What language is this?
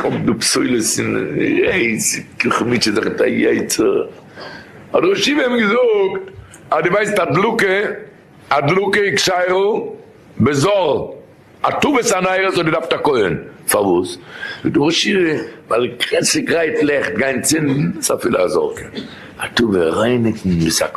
Yiddish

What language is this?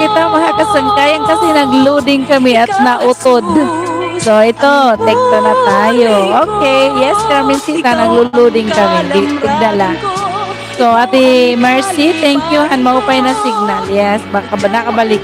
Waray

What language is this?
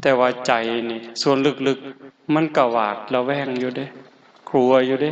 Northeastern Thai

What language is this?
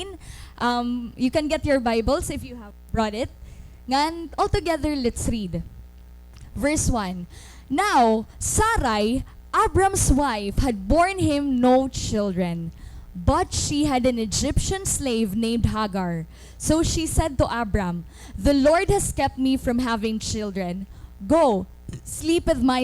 Waray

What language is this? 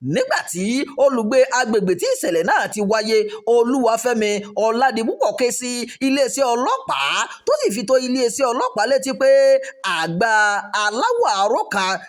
Yoruba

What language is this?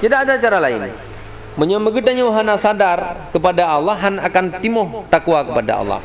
Achinese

